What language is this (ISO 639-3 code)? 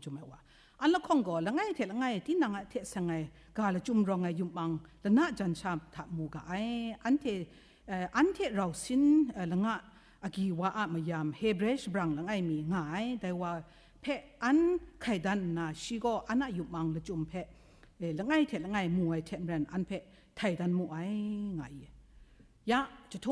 kac